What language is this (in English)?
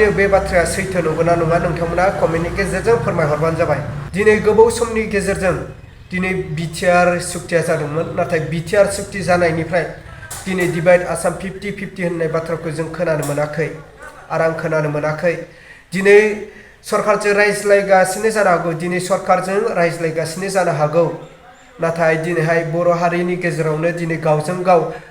Bodo